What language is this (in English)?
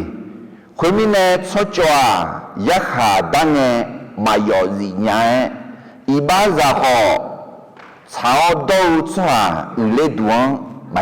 Akha